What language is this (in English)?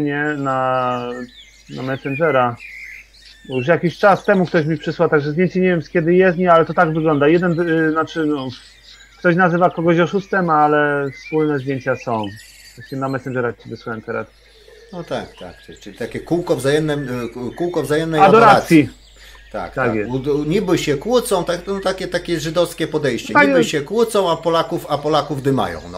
Polish